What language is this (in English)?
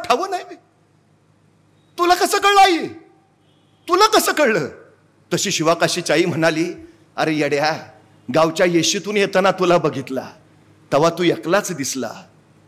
Marathi